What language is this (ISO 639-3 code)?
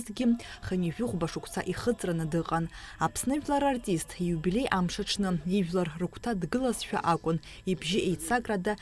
abk